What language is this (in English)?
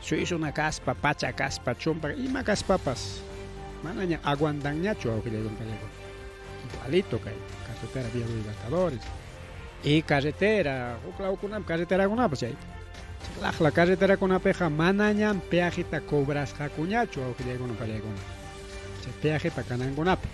Ayacucho Quechua